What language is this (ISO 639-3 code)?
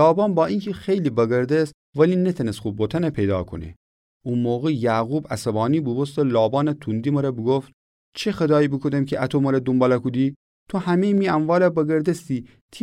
glk